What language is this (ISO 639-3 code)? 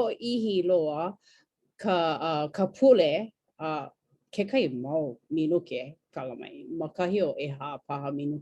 haw